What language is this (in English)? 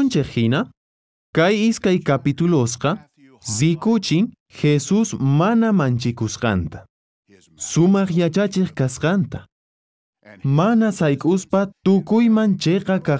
South Bolivian Quechua